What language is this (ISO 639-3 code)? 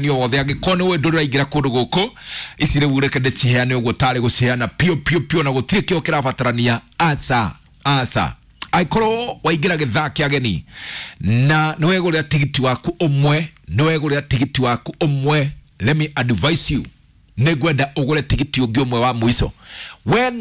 kik